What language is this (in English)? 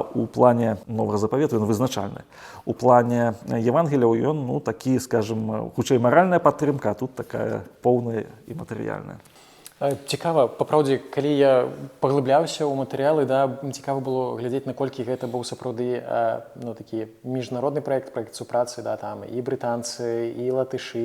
Belarusian